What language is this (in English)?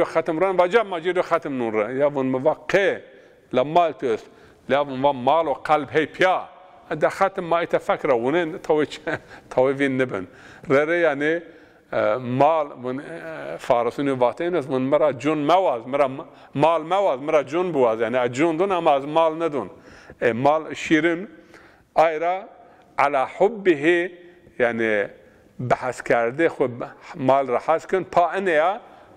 Zaza